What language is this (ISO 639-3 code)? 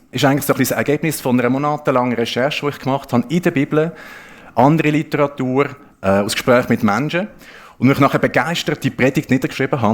gsw